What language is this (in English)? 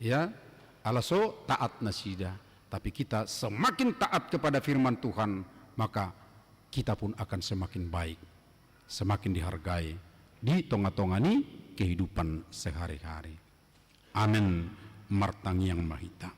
Batak Toba